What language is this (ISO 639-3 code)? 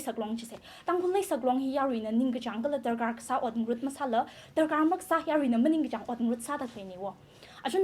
nmf